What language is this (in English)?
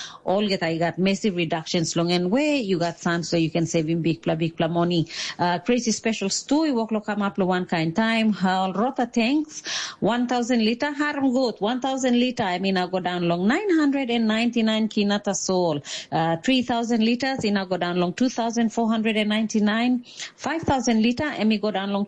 Tok Pisin